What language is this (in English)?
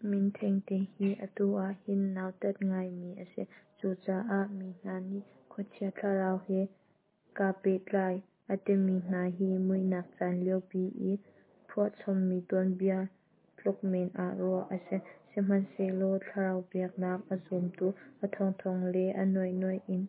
Hakha Chin